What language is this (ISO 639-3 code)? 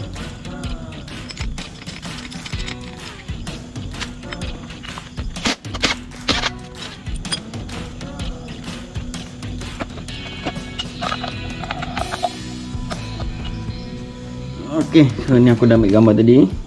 msa